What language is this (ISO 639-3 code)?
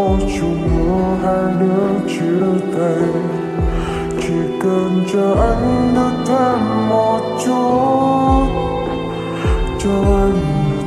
vie